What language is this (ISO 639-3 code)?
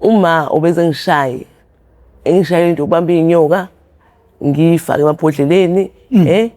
zul